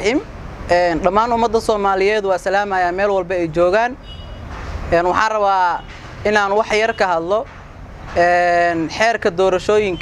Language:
Somali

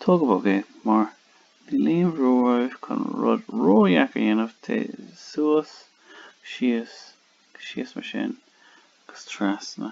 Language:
Irish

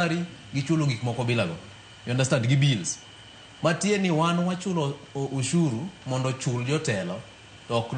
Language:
Luo (Kenya and Tanzania)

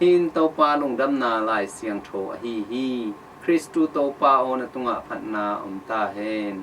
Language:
Tedim Chin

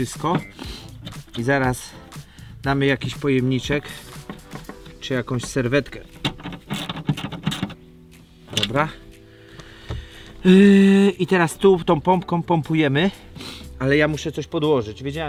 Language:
Polish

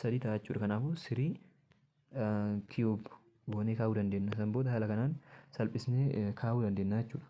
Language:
Oromo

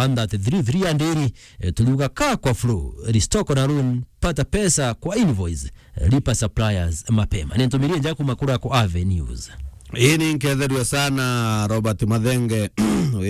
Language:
Meru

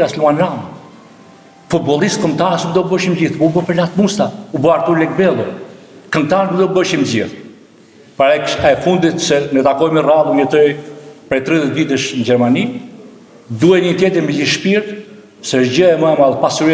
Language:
Albanian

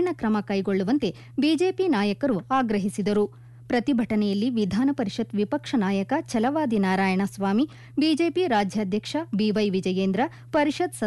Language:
Kannada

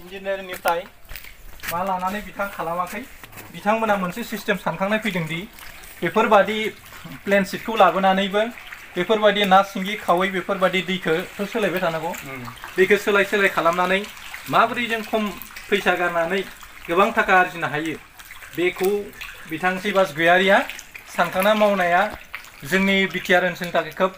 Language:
Bodo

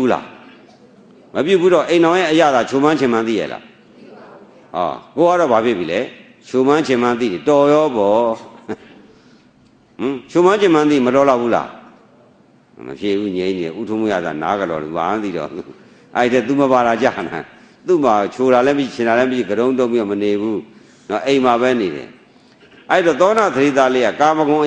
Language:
Burmese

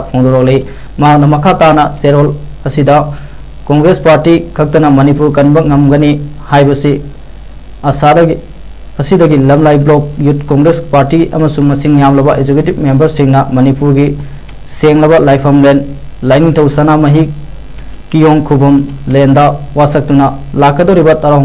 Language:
Manipuri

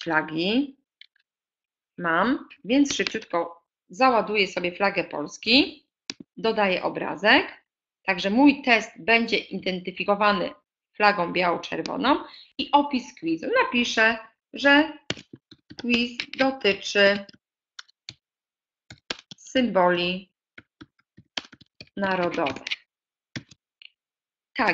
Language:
Polish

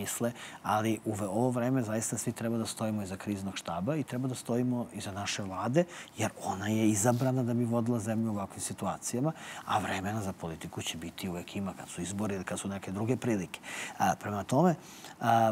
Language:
Serbian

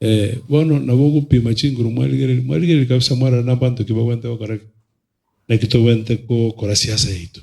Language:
Gusii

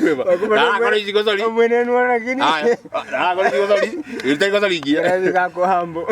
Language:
Gusii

